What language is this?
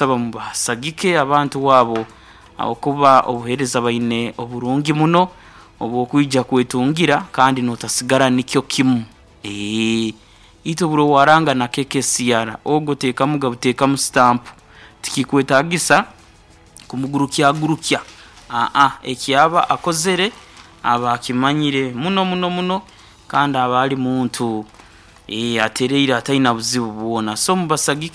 Nyoro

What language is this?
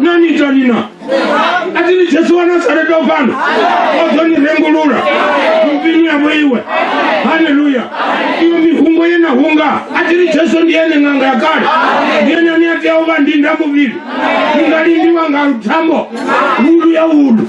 Venda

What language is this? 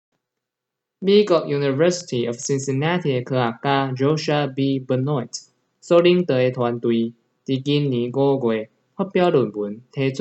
Min Nan Chinese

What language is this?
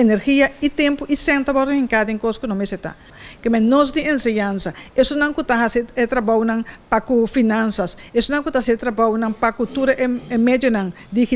Papiamento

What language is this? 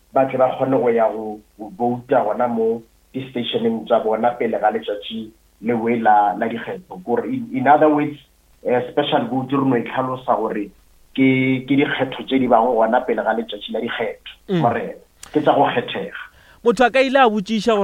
Northern Sotho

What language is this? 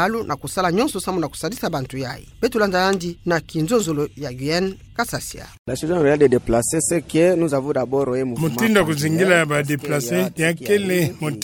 Kituba (Democratic Republic of Congo)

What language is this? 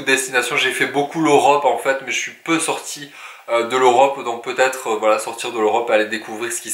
French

